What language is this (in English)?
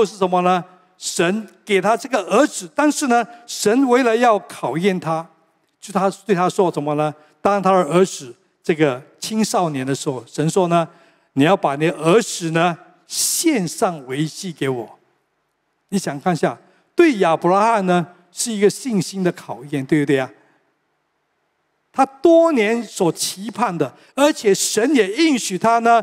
Chinese